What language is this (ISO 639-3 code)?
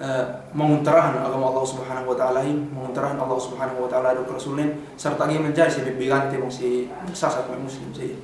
yka